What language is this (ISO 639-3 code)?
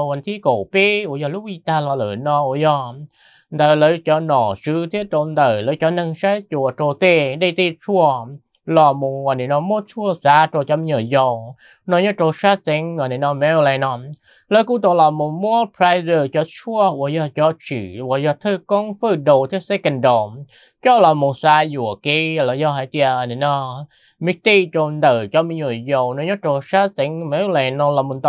vie